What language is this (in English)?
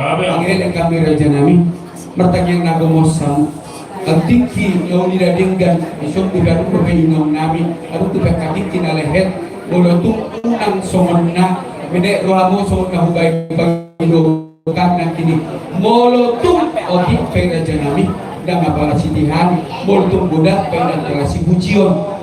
Batak Toba